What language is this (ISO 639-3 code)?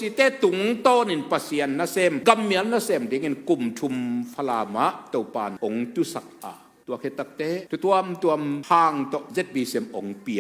ctd